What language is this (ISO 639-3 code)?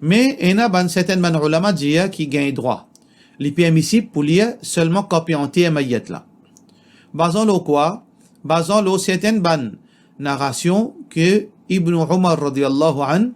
mfe